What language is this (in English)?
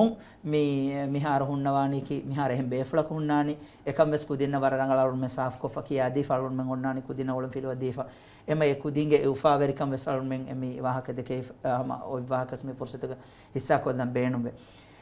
Divehi